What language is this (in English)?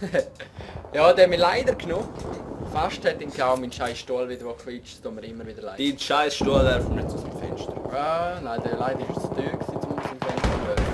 Swiss German